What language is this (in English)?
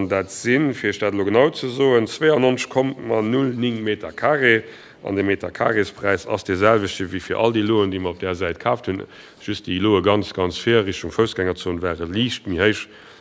Luxembourgish